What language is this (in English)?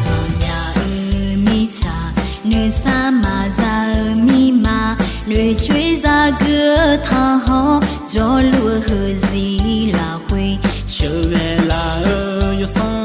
Akha